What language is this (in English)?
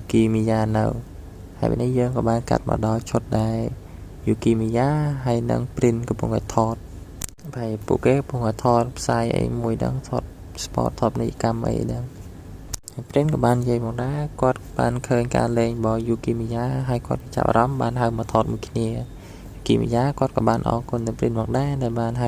Khmer